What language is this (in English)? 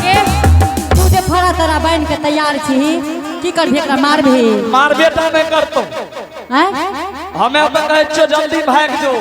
Angika